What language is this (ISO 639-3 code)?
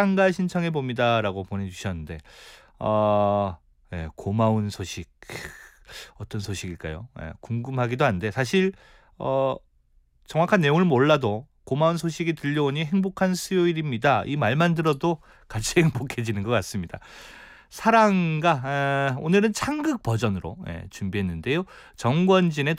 kor